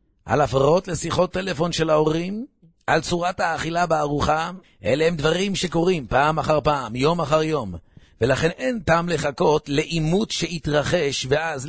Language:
Hebrew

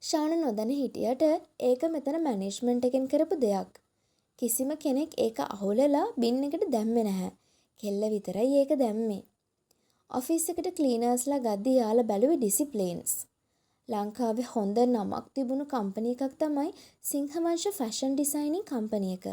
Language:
Sinhala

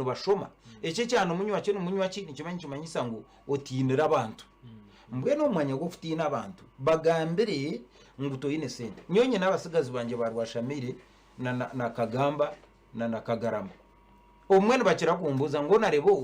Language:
Nyankole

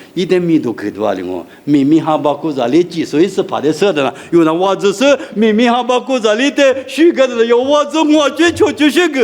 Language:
Lisu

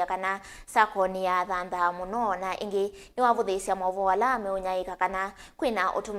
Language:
Kamba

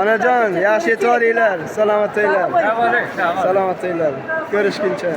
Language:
Uzbek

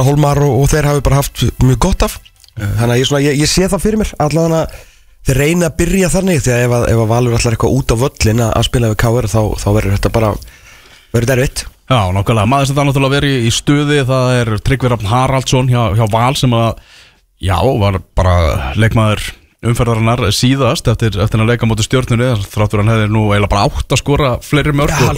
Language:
Icelandic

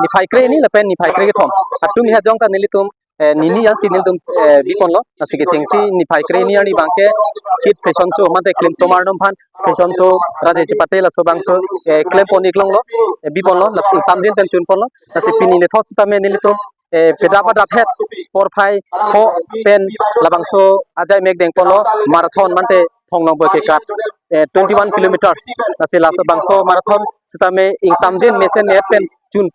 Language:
Karbi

